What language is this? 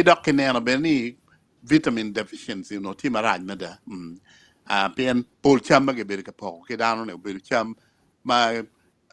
Acoli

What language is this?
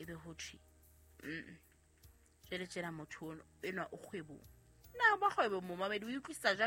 Southern Sotho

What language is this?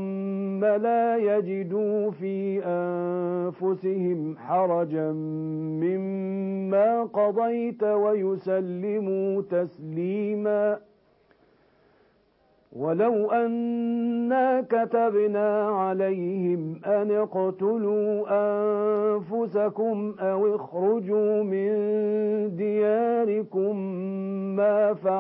Arabic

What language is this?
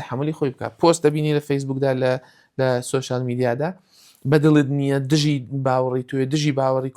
Central Kurdish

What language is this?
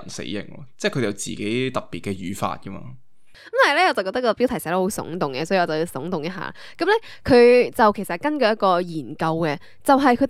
Cantonese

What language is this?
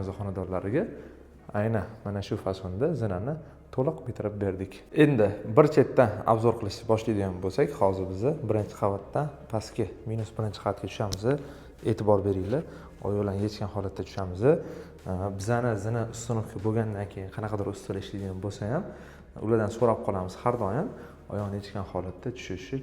Uzbek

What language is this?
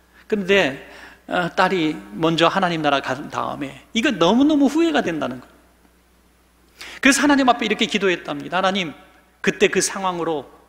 Korean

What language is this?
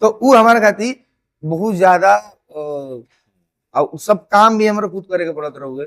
Bhojpuri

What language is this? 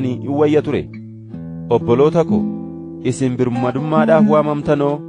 Oromo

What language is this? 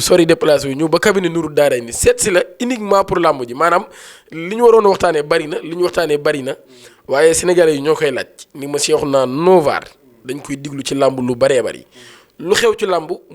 Wolof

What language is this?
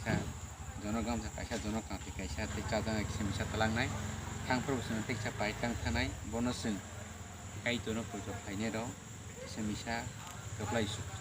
Kok Borok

